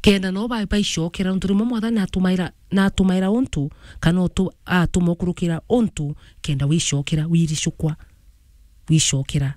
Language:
Meru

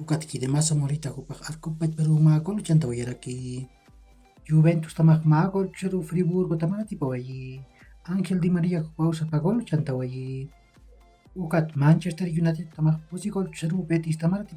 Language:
Aymara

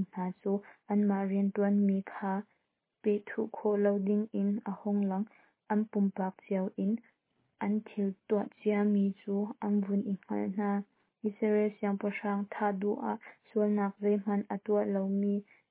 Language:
Hakha Chin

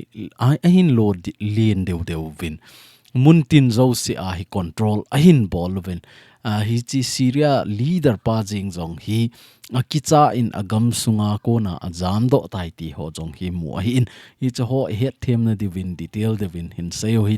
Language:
Thado Chin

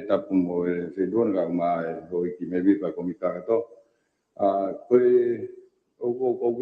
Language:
Tongan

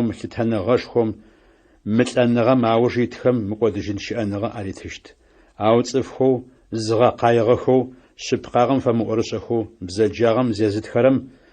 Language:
Adyghe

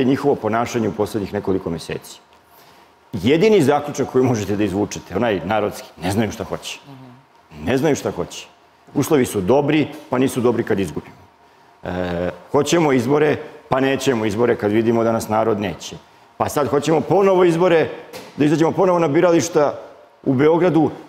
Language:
Serbian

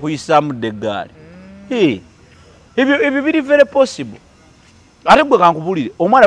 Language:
Ganda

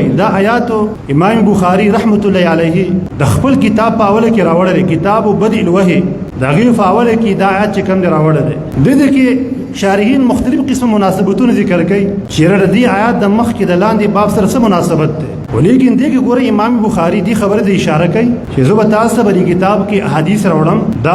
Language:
Pashto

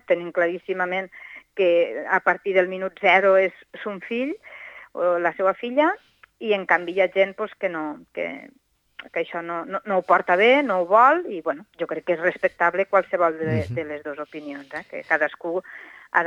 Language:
Catalan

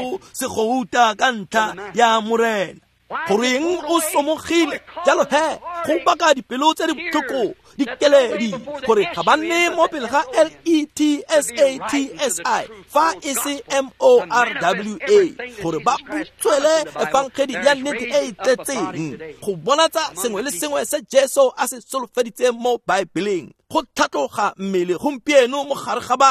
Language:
Tswana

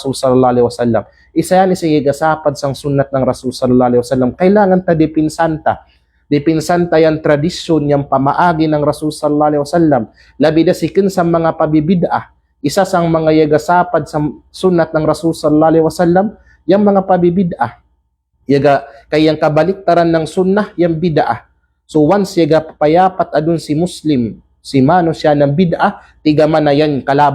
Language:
Kalagan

